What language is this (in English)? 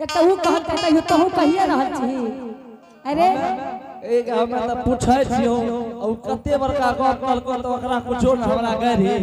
Angika